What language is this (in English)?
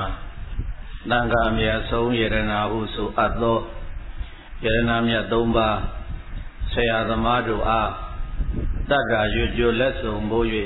Burmese